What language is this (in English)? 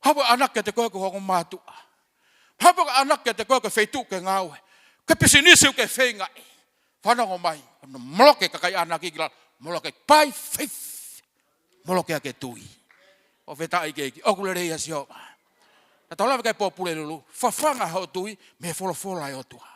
Tongan